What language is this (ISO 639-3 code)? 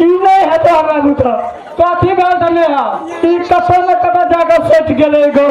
mai